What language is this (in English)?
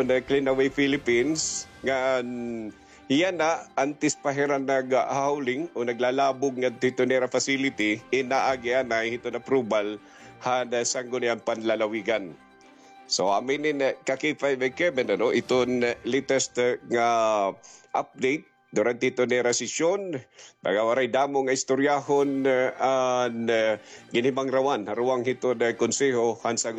Waray